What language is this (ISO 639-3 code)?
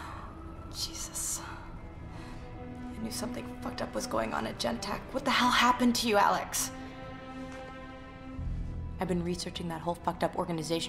eng